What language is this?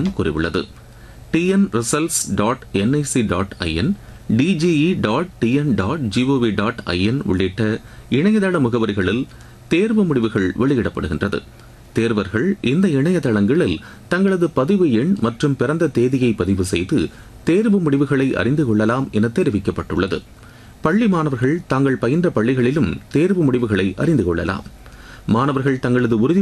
Tamil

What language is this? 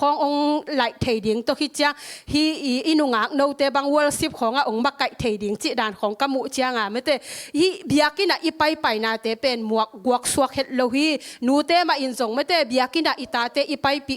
Tedim Chin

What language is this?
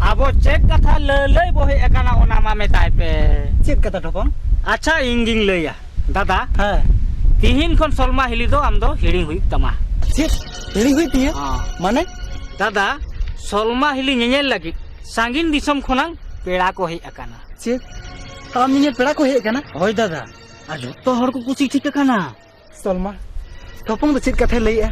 Santali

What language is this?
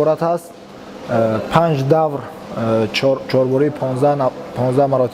Tajik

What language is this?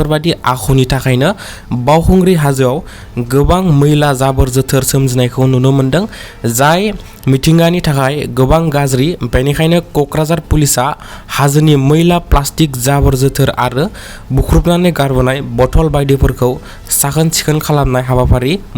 Bodo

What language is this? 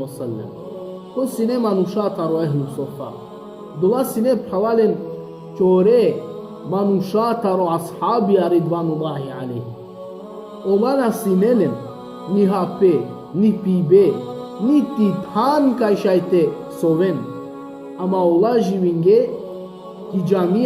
Balkan Romani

